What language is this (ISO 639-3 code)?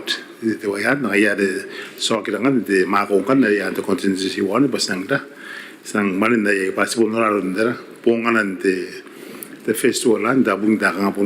gil